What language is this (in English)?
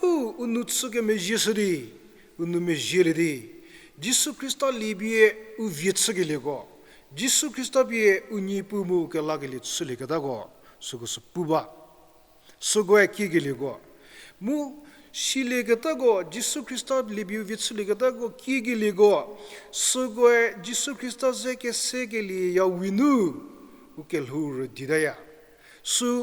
Angami Naga